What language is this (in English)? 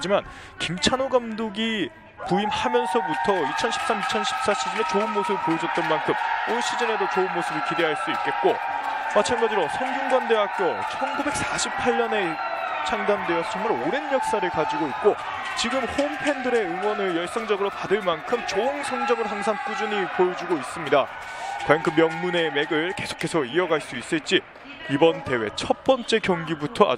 Korean